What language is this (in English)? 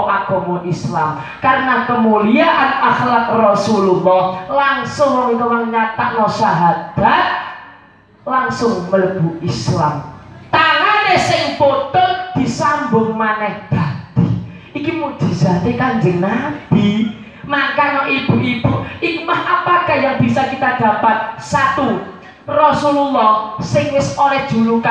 Javanese